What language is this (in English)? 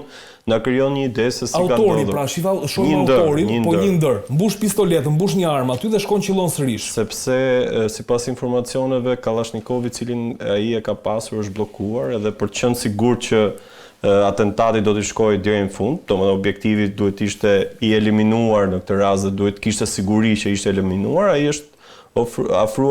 Albanian